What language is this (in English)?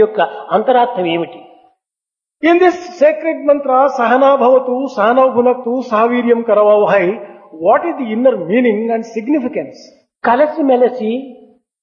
Telugu